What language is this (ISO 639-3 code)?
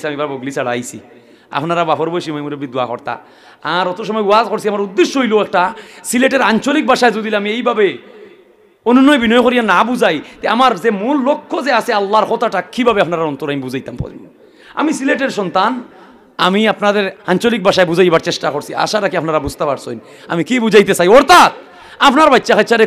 syl